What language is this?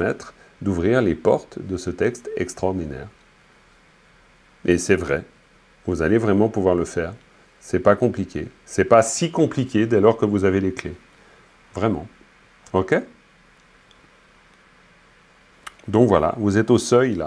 French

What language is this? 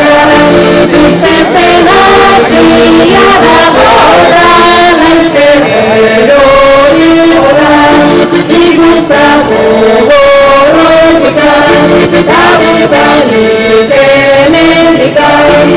Basque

